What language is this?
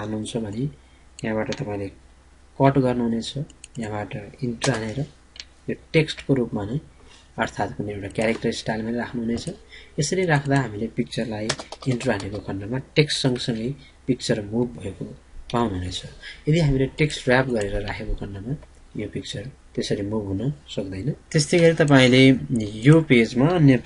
Nepali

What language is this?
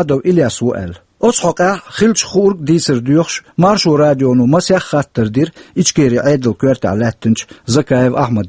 Chechen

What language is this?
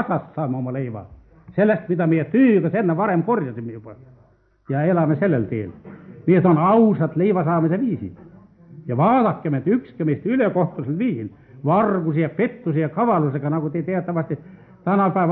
Estonian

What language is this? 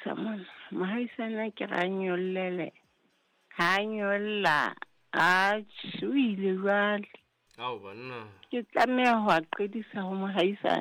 Southern Sotho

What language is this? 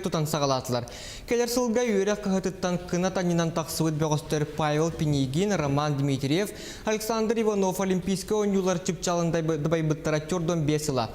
Yakut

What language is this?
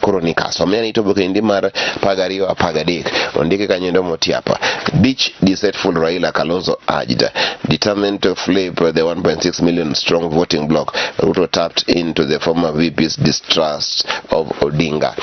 Luo (Kenya and Tanzania)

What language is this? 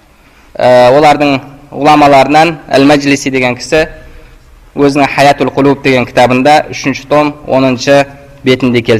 Kazakh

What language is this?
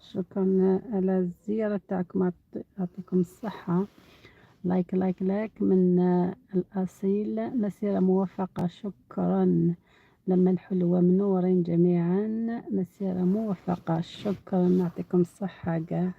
Algerian Arabic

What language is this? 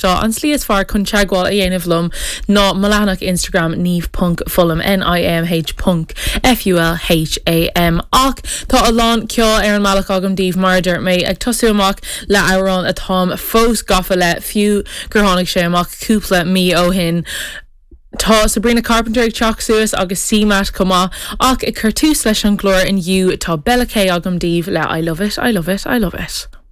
Irish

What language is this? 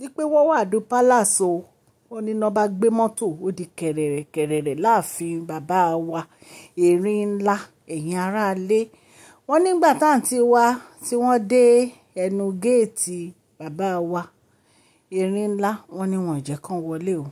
Yoruba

